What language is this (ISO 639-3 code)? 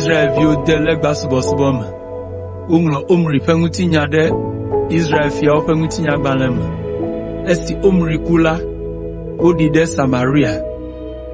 ewe